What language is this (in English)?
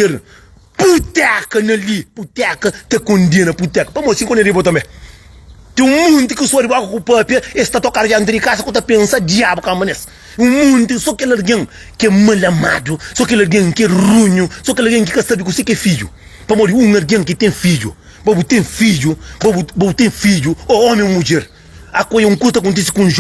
Kabuverdianu